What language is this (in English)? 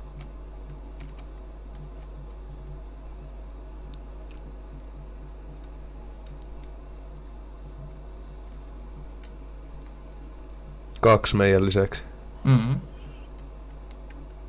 Finnish